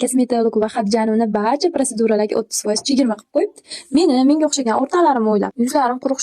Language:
Uzbek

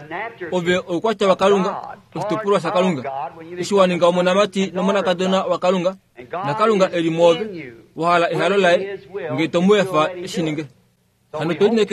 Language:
Kuanyama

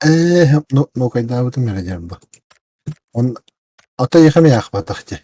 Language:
Yakut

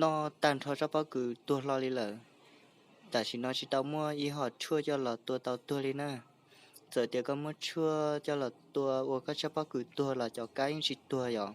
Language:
Hmong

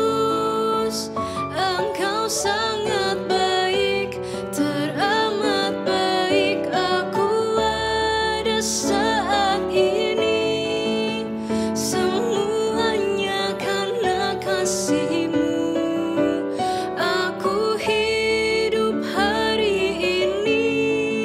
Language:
Indonesian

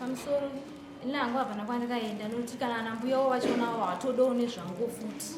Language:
Shona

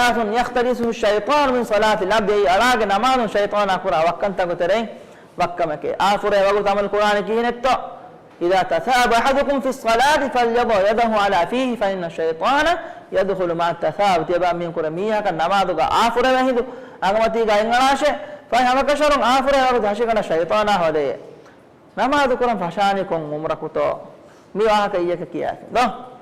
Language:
Divehi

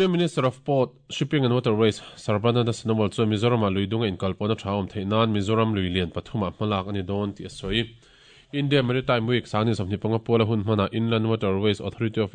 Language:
Mizo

